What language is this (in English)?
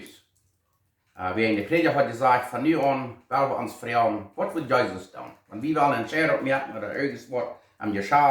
Plautdietsch